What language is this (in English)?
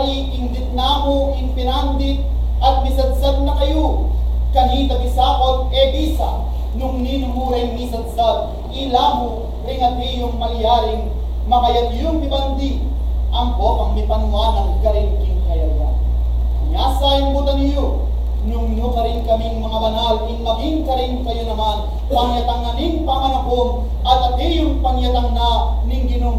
Pampanga